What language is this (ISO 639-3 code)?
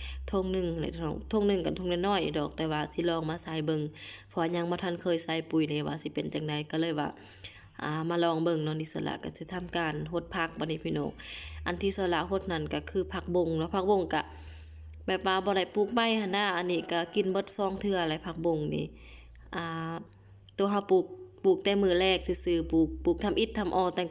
lao